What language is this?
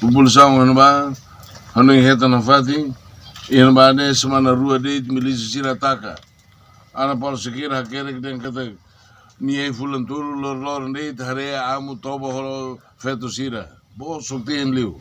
Tetum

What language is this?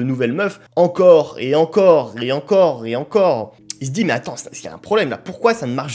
French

